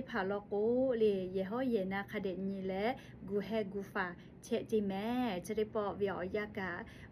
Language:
Lahu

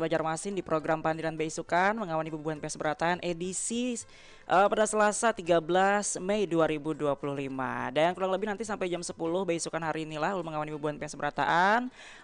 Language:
Banjar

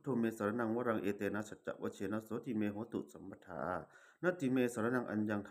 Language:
Pali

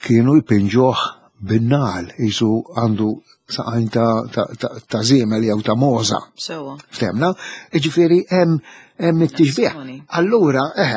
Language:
Maltese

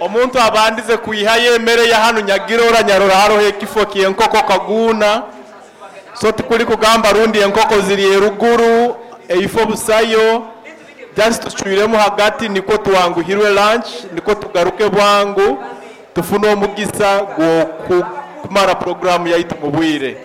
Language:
Nyoro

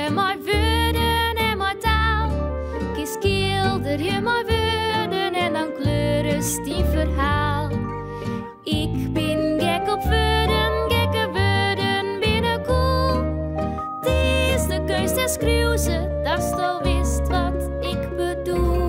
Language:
Western Frisian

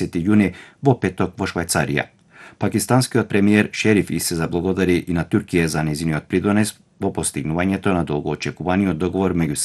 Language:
Macedonian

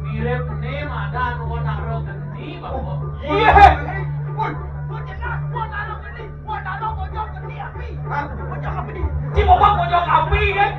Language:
Balinese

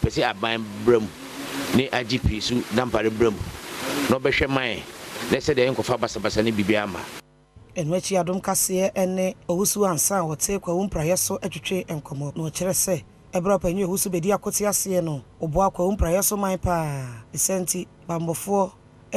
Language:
Akan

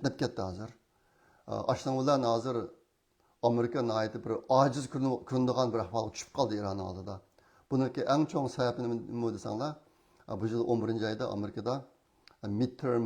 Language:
Uyghur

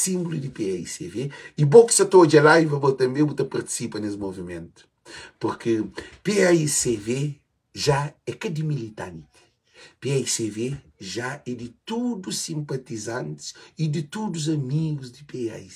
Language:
Kabuverdianu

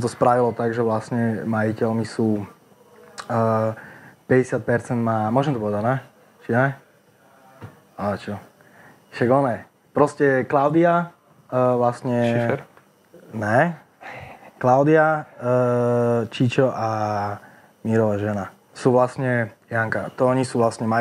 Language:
Slovak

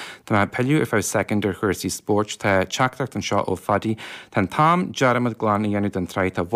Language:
Irish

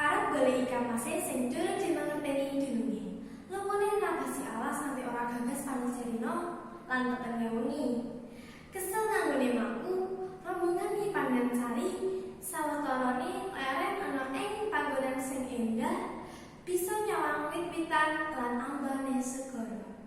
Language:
Javanese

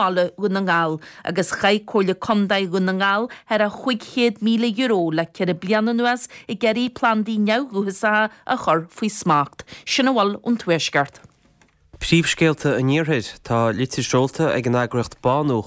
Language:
Irish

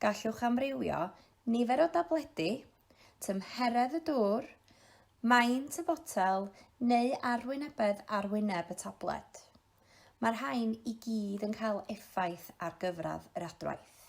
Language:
Welsh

